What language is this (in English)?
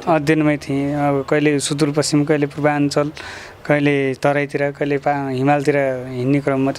Nepali